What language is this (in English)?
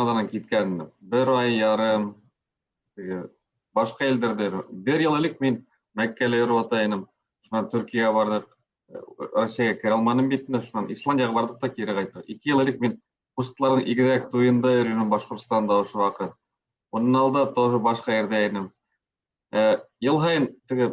Bashkir